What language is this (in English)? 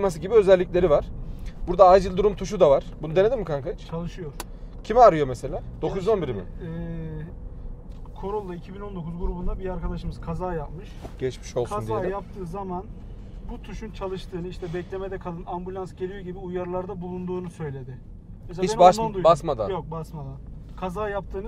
Turkish